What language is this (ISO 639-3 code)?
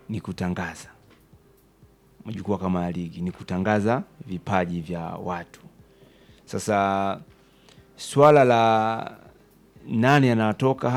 swa